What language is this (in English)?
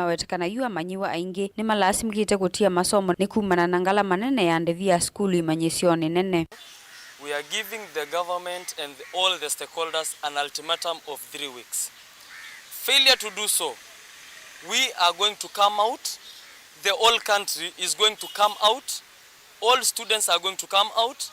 Kamba